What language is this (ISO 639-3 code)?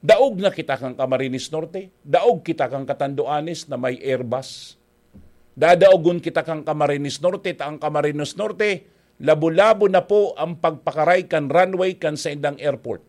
bik